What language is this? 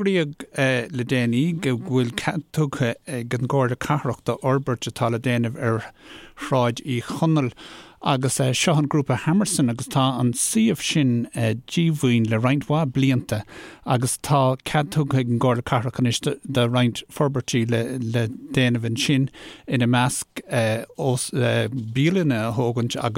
Irish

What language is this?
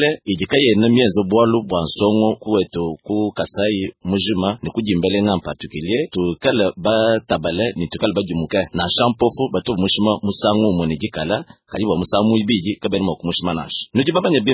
Luba-Lulua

